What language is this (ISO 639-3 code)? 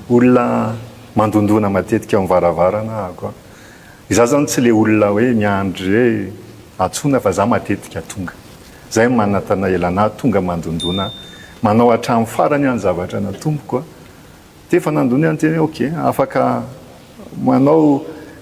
mlg